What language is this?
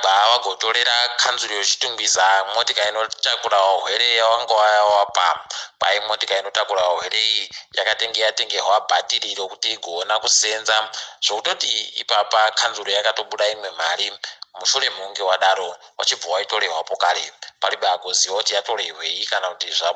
Ndau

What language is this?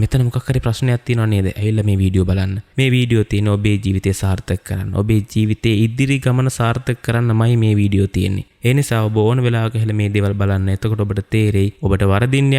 Sinhala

